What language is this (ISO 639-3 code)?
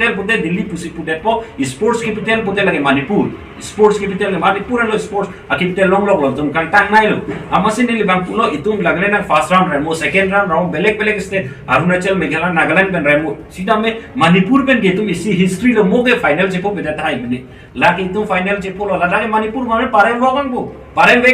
mjw